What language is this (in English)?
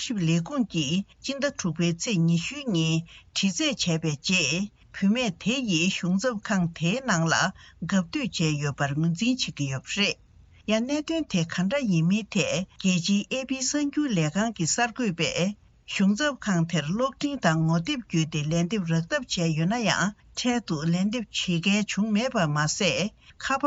Tibetan